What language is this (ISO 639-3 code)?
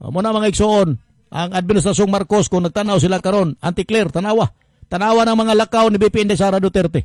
ceb